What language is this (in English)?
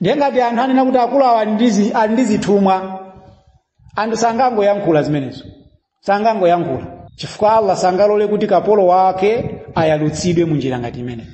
Nyanja